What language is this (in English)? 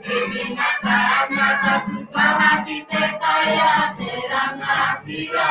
Māori